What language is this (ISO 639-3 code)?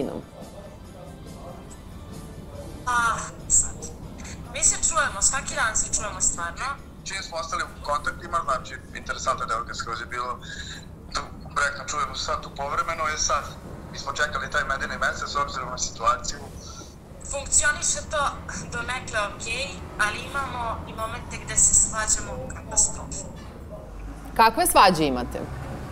srp